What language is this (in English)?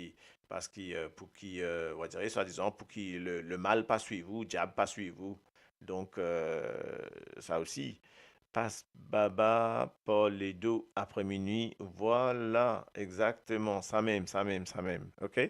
Morisyen